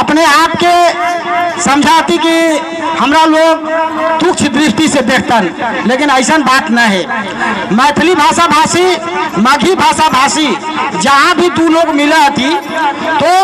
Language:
Magahi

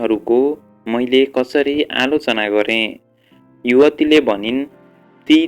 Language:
Nepali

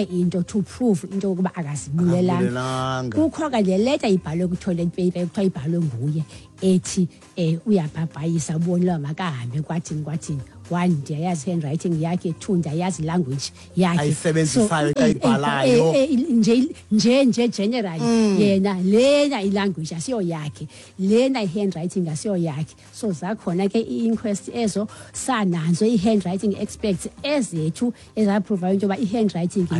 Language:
Xhosa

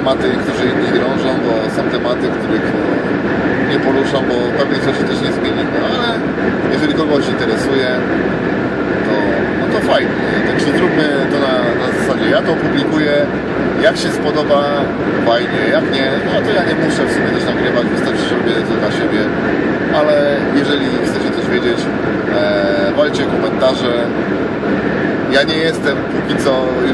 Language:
Polish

